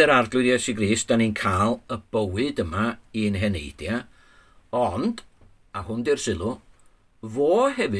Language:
Welsh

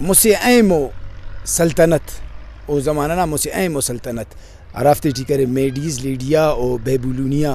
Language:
Brahui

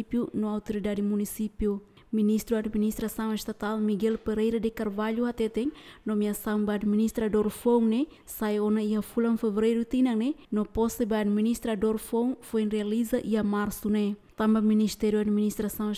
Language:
Tetum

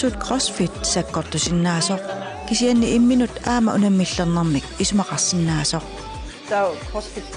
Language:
Kalaallisut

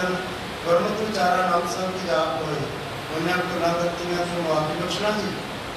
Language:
Punjabi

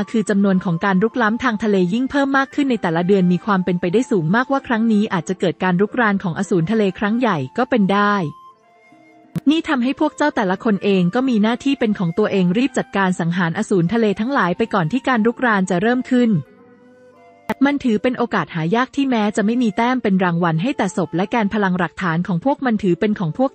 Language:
Thai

